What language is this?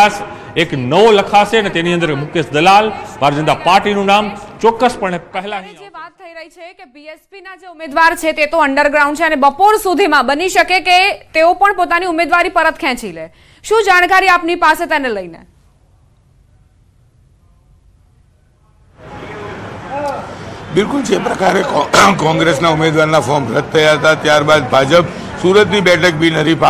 Gujarati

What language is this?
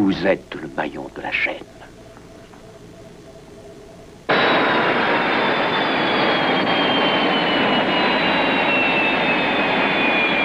French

